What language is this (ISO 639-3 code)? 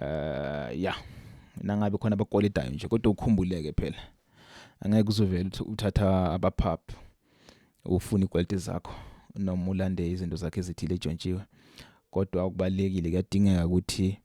zul